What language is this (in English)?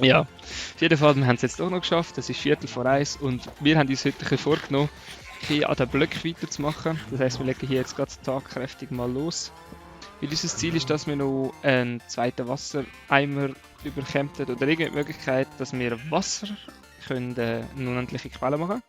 Swiss German